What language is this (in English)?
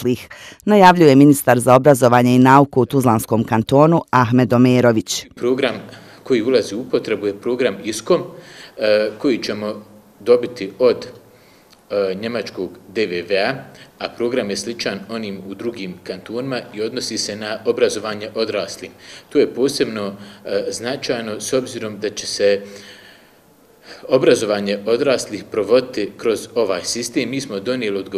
Bosnian